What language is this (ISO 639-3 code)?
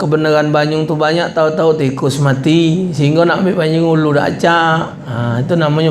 mui